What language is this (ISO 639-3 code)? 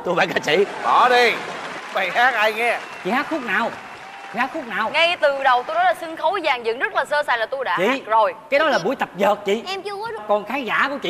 vie